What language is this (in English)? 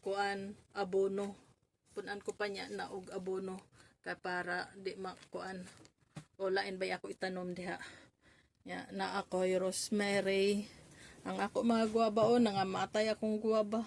Cebuano